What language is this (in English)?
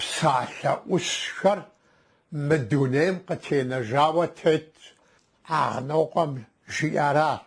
Kabardian